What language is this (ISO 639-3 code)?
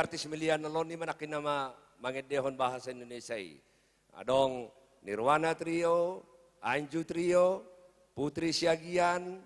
bbc